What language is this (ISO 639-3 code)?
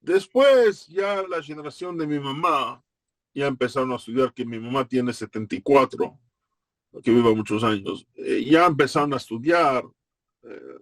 lad